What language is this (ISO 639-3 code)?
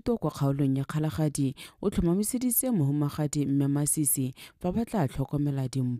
tsn